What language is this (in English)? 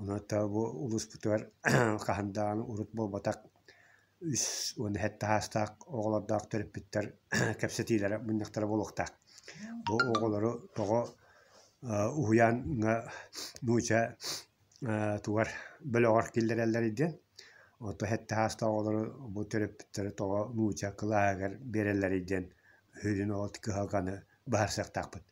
Yakut